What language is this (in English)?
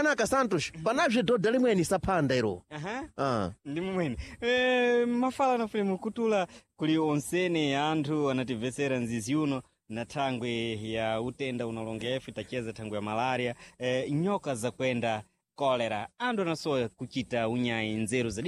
Sena